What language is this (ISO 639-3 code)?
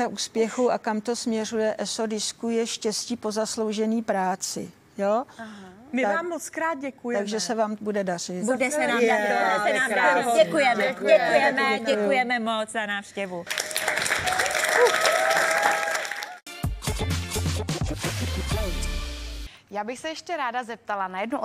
ces